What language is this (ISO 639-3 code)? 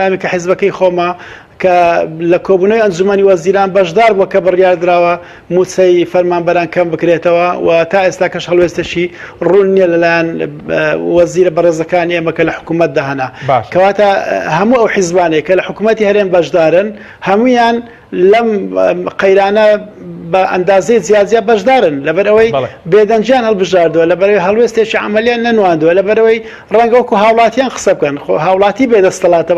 ckb